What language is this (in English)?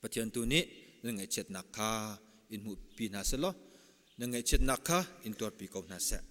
Hakha Chin